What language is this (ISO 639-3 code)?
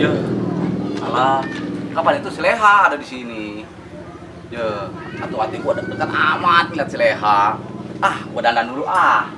bew